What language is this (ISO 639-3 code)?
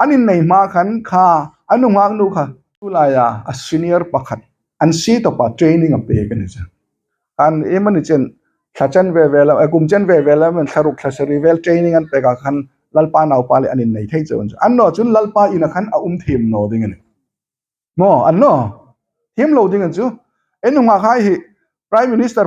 hmr